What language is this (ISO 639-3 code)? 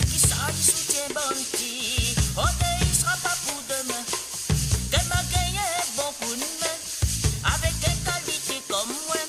mfe